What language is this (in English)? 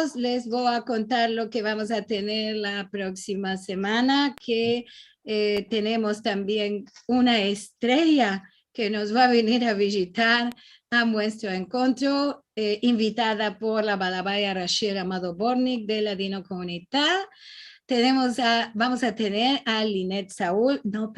Ladino